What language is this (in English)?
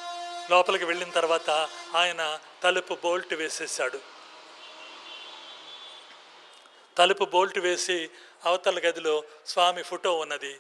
Telugu